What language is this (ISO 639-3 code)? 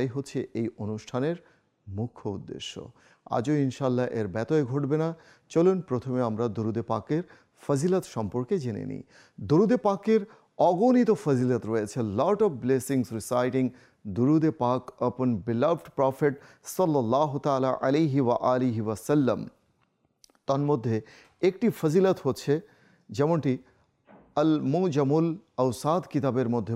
ben